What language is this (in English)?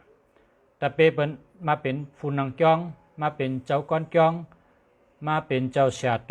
Shan